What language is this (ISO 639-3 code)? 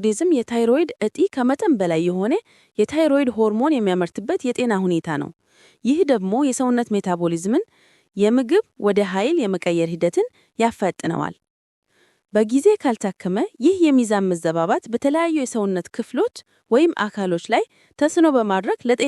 amh